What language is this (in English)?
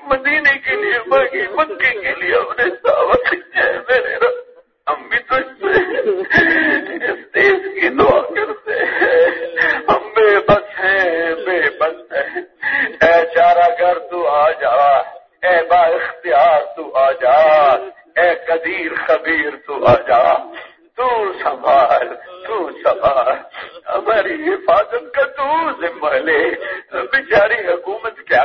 Urdu